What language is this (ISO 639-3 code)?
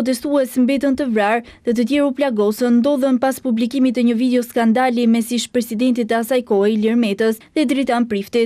sqi